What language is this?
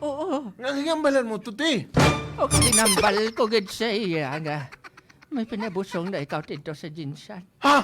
Hiligaynon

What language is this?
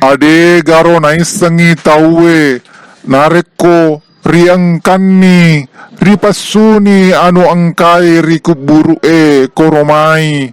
Buginese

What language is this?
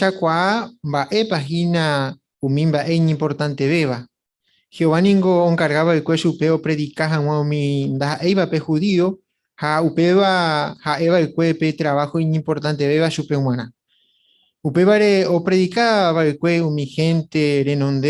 Guarani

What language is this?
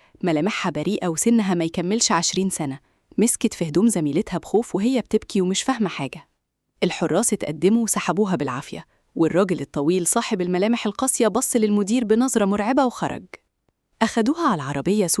Egyptian Arabic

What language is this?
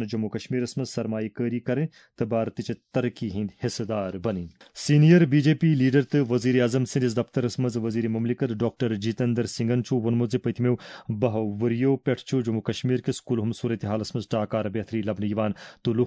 Kashmiri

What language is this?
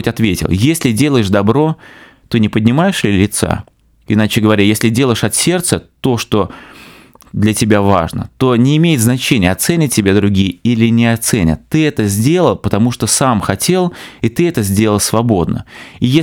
Russian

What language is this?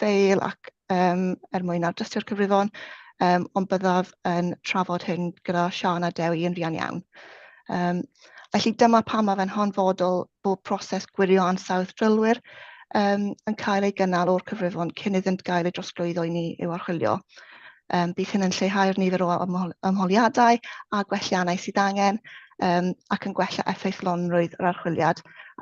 Welsh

